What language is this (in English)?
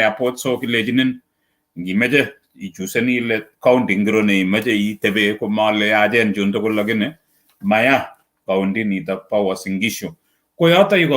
Kalenjin